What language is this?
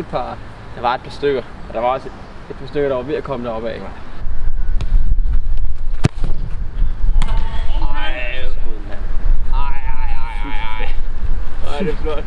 Danish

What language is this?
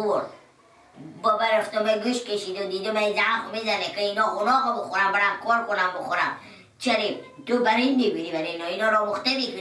Persian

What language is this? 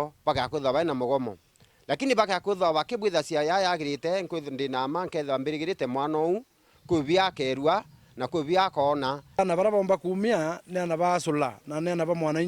Meru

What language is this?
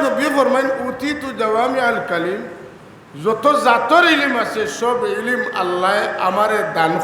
Sylheti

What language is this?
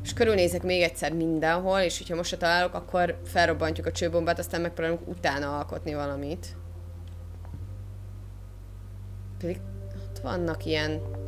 Hungarian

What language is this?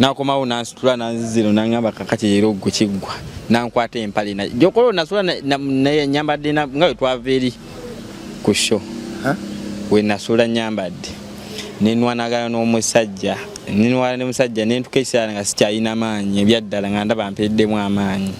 Ganda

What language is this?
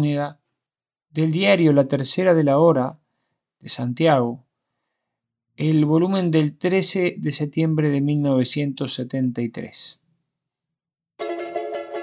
Spanish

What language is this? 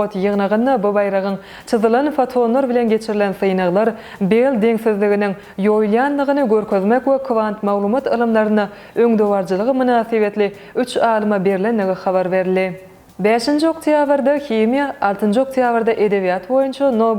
Turkmen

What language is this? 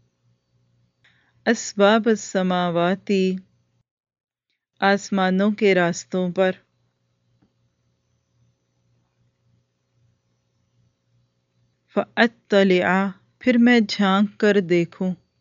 Urdu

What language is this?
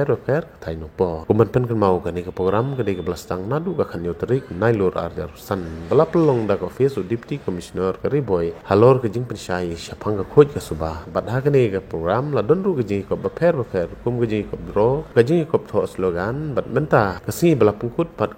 Khasi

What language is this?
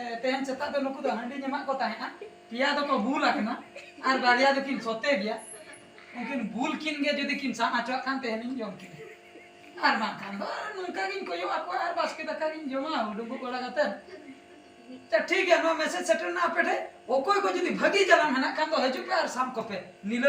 Santali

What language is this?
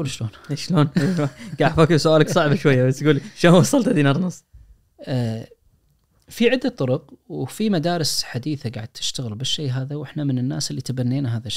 Najdi Arabic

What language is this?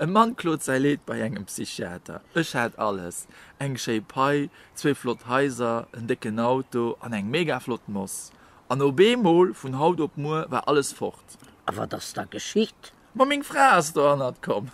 Luxembourgish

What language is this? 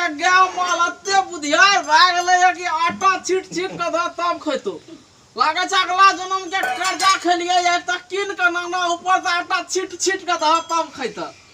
Maithili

